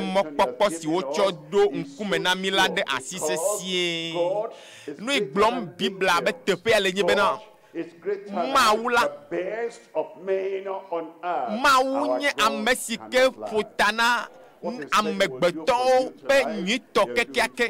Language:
Ewe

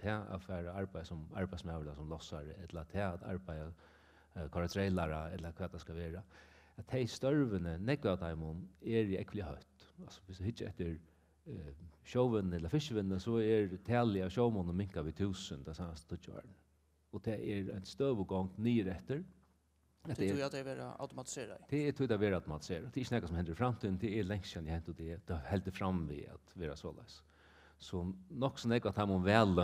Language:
Faroese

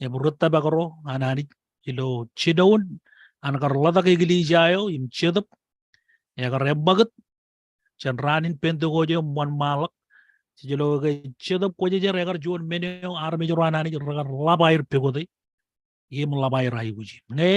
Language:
Marshallese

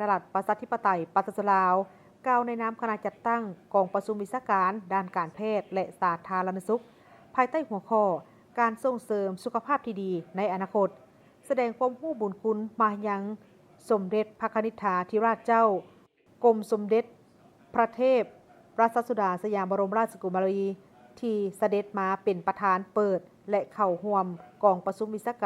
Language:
Lao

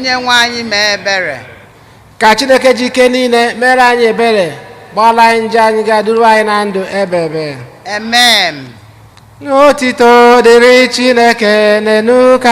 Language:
Igbo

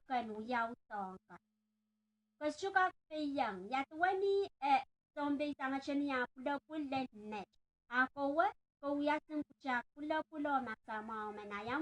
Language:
Pohnpeian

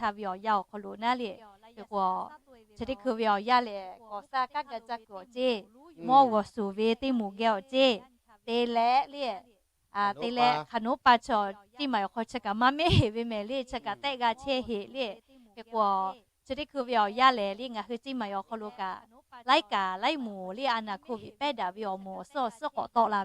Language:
Lahu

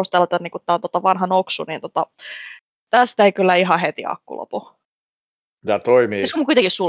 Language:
Finnish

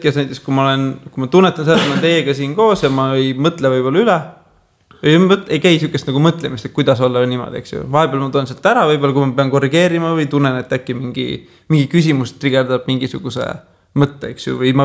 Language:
Estonian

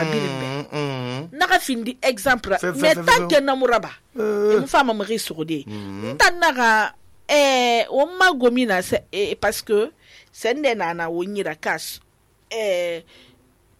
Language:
Susu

